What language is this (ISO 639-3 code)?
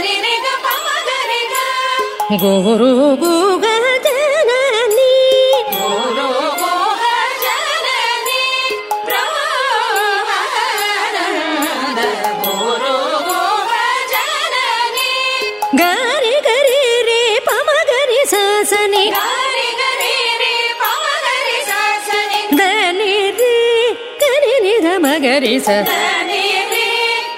kan